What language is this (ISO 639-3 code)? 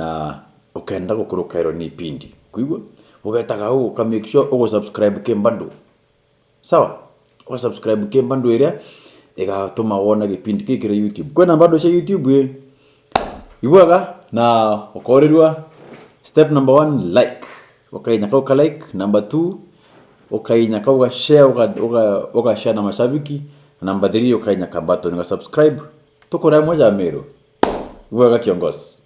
mer